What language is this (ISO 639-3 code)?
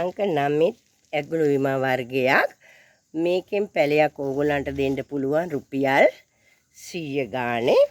sin